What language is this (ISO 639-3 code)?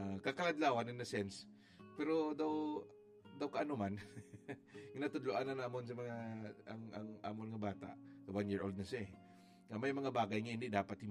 hil